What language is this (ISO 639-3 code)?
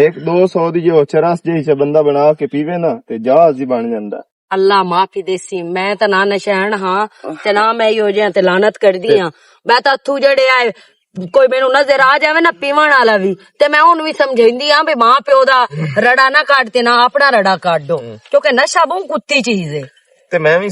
lah